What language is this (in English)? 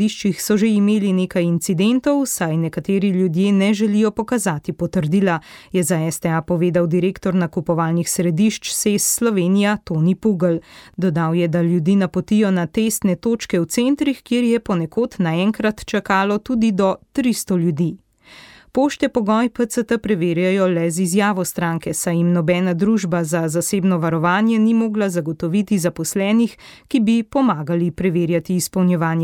Slovenian